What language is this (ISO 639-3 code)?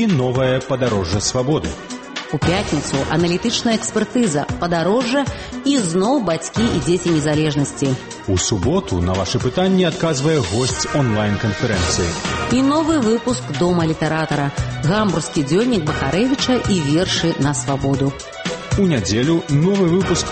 bel